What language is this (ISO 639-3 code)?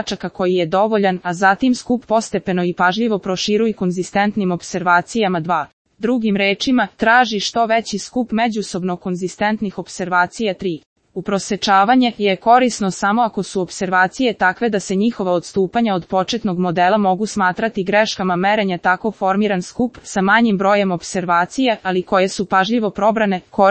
srp